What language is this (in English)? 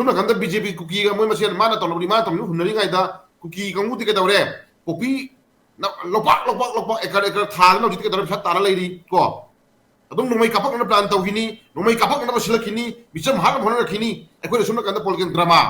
Manipuri